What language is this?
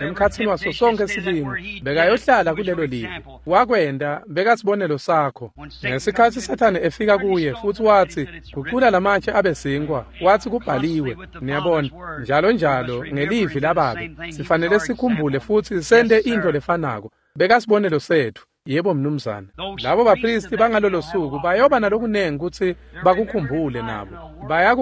Swati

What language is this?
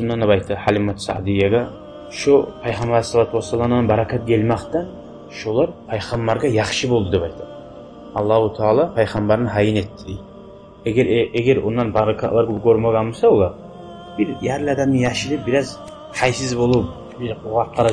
Kumyk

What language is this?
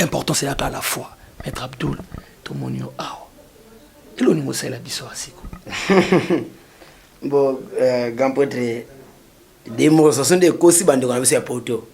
Lingala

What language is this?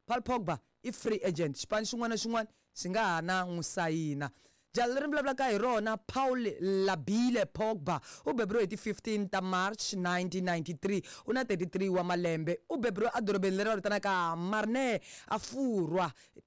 Tsonga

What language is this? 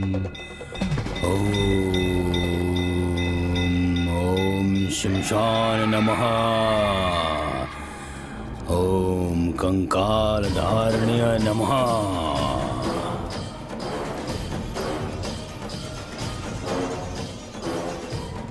Bhojpuri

